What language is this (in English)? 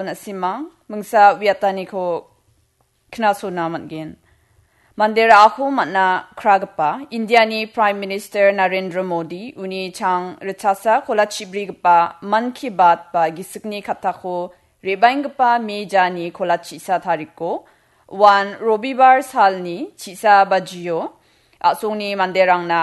Garo